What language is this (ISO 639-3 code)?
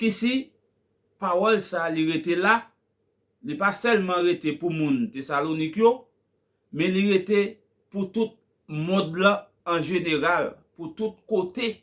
hat